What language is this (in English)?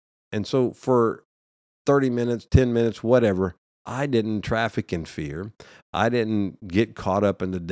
English